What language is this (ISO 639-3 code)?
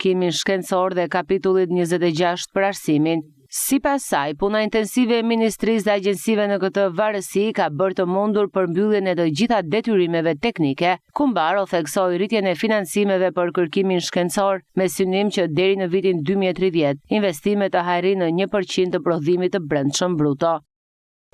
sqi